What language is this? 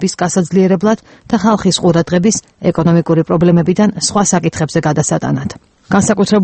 Georgian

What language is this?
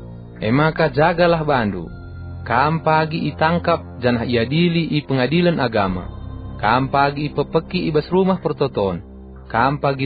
Batak Karo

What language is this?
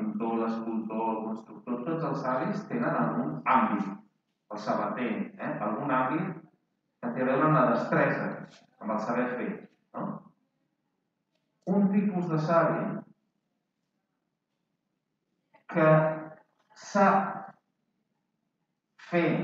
Catalan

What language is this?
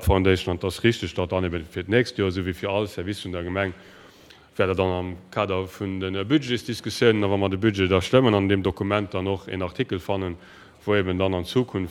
Luxembourgish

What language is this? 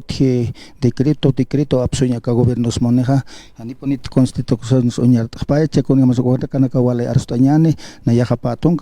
Aymara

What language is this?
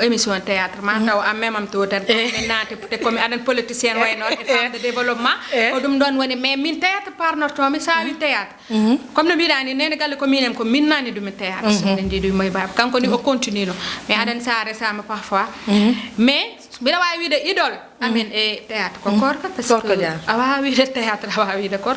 Fula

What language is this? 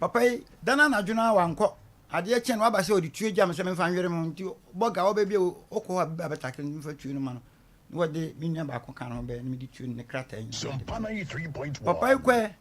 Akan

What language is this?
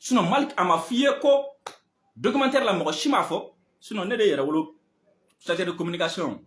Bambara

